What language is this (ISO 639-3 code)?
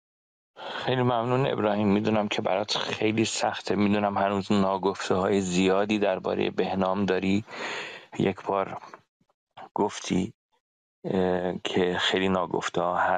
fas